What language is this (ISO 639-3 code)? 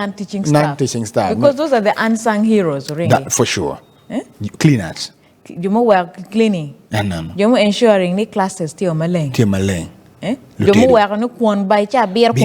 ach